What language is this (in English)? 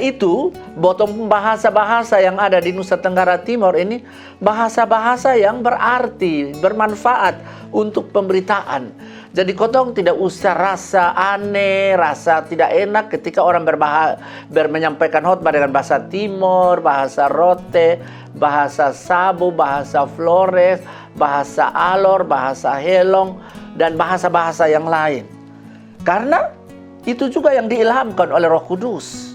Kupang Malay